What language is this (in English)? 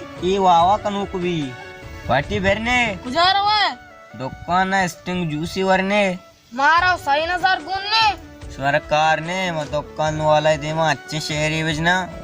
Baluchi